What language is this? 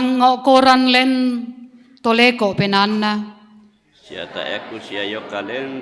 Toraja-Sa'dan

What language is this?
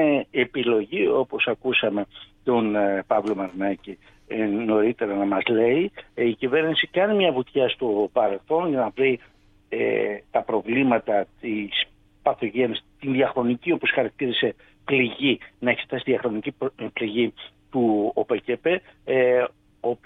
Greek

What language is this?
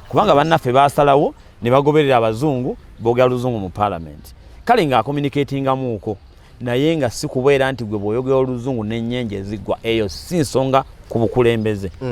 Ganda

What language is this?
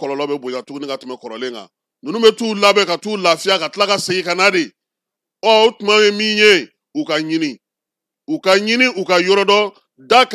Bambara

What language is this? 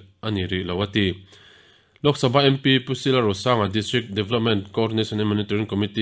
Mizo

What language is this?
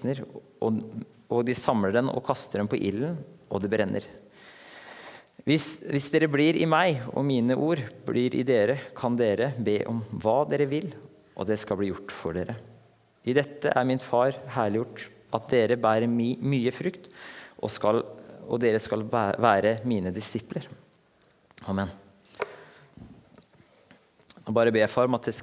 Norwegian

